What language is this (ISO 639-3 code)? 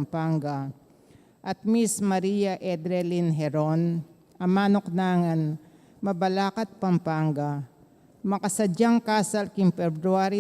pam